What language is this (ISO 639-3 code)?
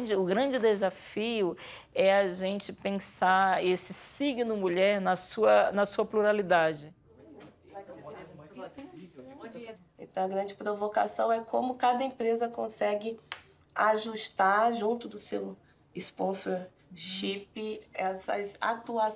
por